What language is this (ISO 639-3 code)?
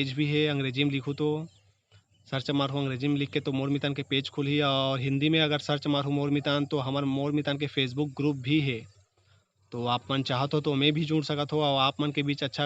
hne